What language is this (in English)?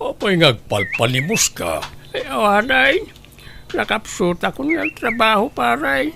Iloko